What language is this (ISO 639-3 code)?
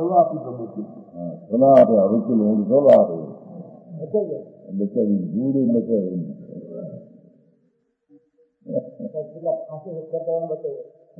guj